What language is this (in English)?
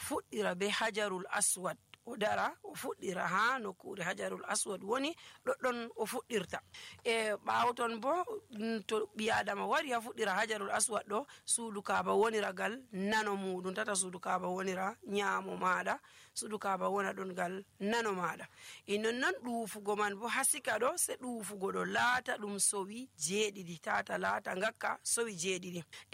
Nigerian Fulfulde